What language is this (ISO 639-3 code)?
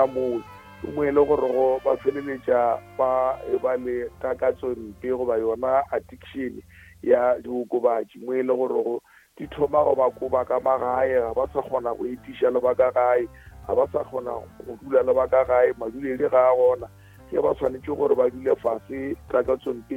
nso